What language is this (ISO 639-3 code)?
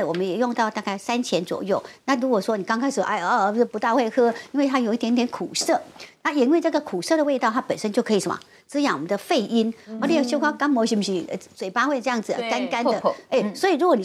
zho